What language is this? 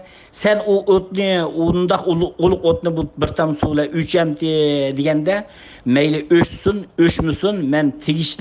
Uyghur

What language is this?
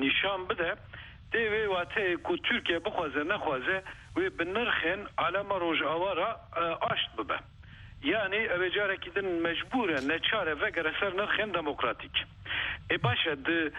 Kurdish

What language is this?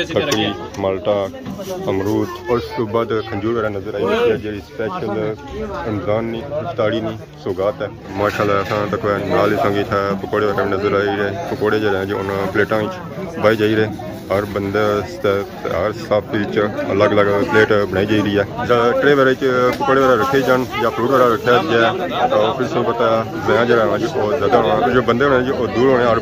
Pahari-Potwari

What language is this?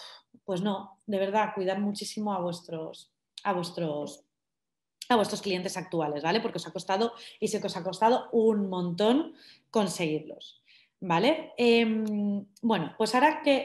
Spanish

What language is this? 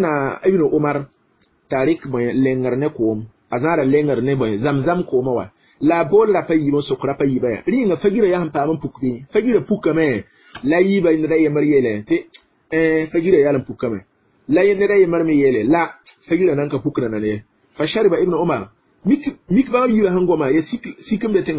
Mossi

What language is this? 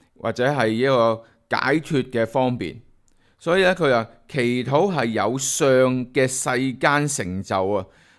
Cantonese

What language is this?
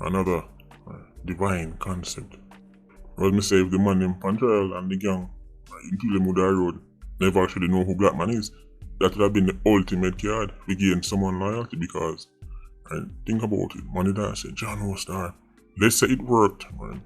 Jamaican Creole English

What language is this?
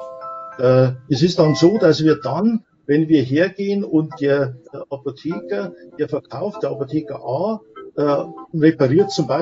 German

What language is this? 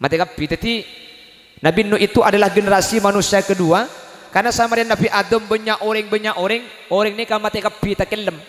Madurese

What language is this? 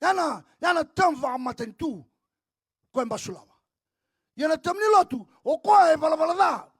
Fijian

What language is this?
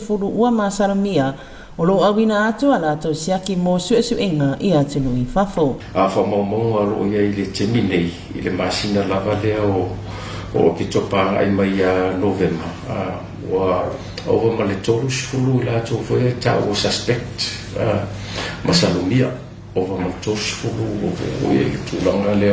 Samoan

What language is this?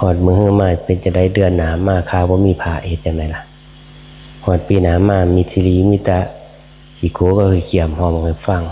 Northeastern Thai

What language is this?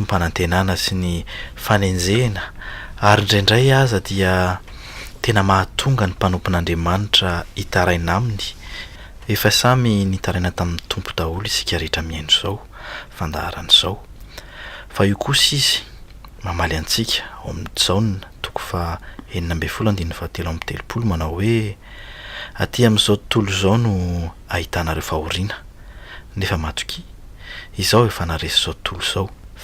Malagasy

